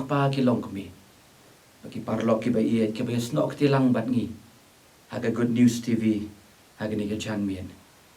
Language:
Khasi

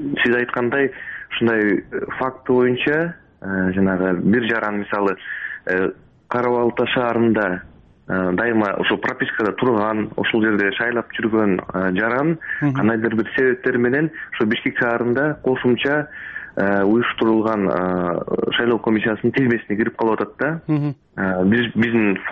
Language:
Kyrgyz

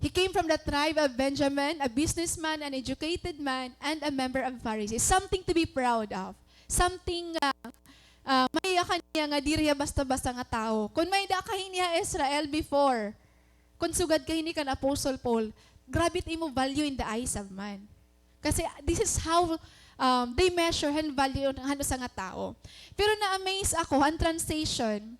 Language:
Waray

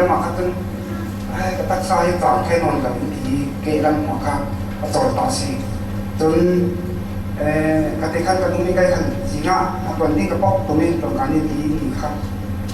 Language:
Falam Chin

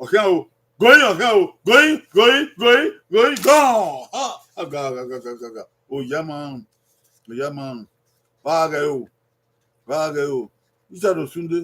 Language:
Bini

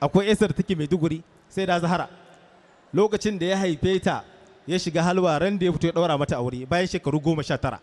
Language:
Hausa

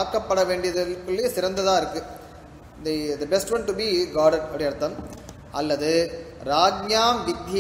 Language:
Tamil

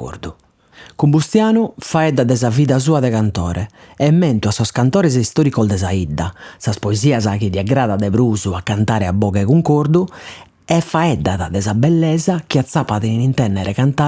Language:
Sardinian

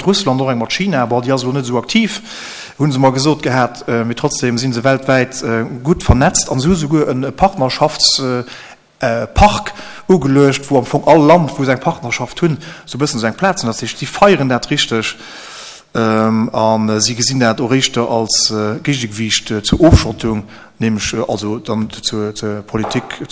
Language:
Luxembourgish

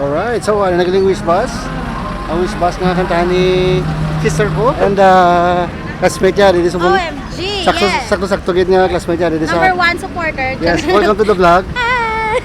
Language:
Hiligaynon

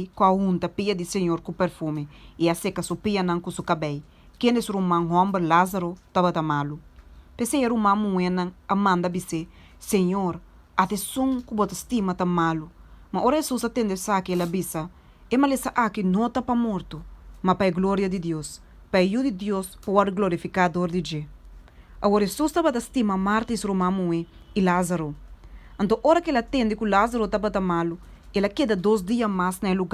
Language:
Papiamento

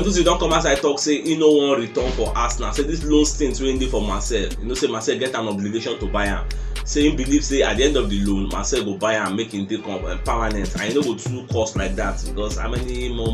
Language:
Nigerian Pidgin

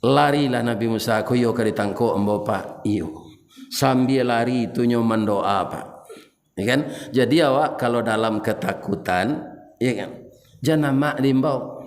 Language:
Minangkabau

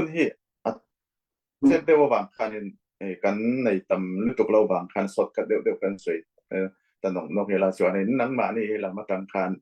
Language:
Falam Chin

